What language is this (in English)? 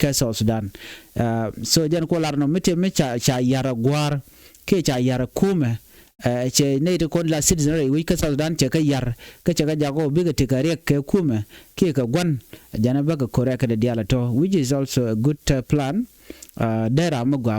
Nuer